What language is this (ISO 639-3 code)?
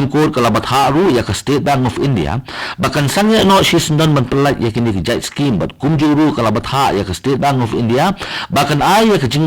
kha